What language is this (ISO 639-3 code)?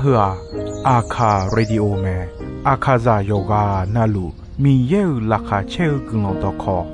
ahk